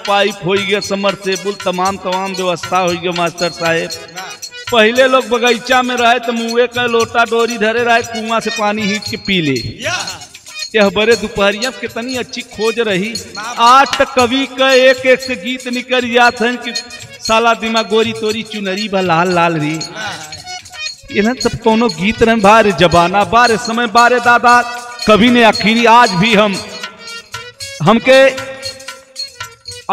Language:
Bhojpuri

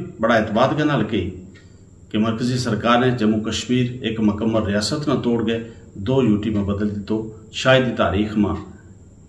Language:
Gujari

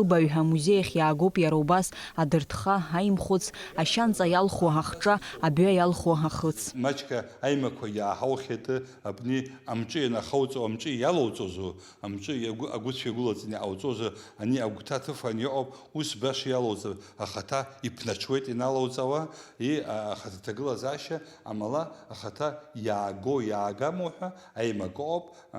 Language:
Abkhazian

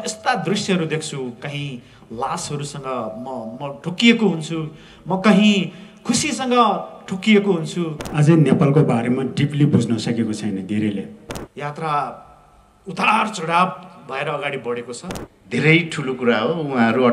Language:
Nepali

